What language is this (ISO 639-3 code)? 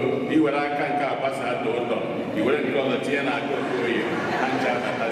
ibo